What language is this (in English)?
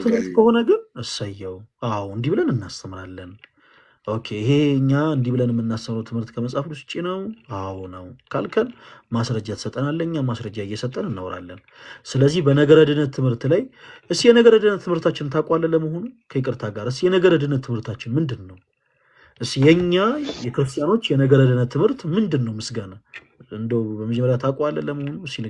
Amharic